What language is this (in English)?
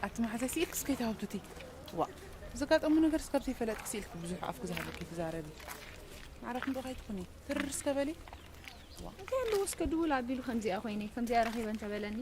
Tigrinya